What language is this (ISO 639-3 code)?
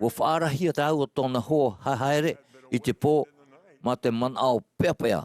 tah